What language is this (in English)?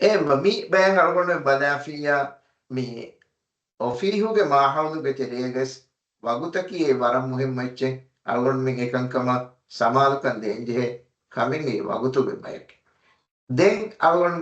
Divehi